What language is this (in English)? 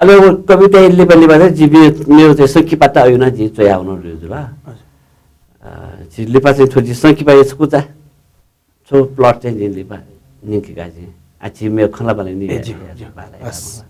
Newari